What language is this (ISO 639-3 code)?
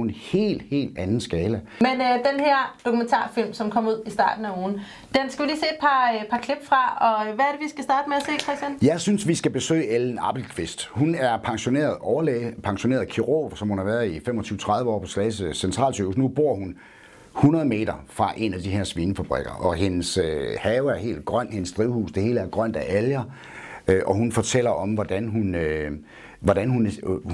dan